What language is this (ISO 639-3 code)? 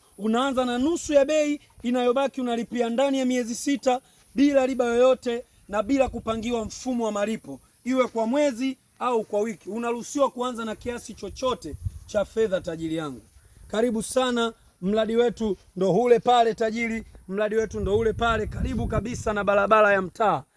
swa